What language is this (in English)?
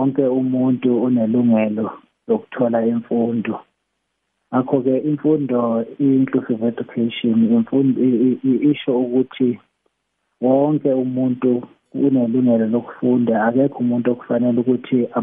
South Ndebele